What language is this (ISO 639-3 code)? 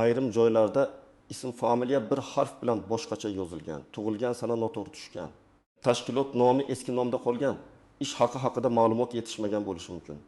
uzb